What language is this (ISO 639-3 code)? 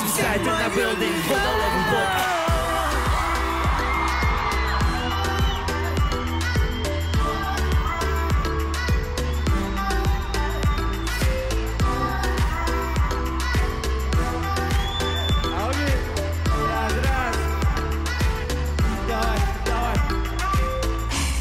kaz